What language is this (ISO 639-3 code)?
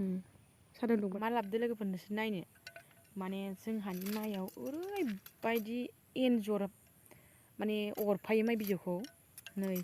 brx